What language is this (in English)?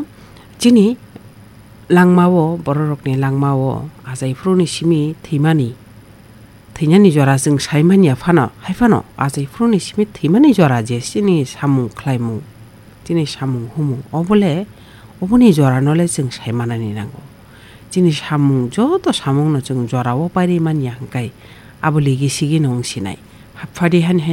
Kok Borok